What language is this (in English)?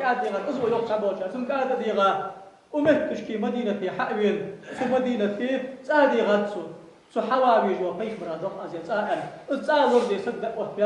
Ingush